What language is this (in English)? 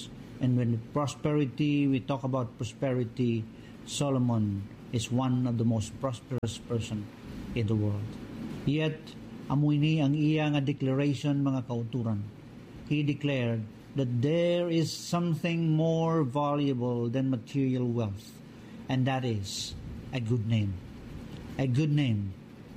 Hiligaynon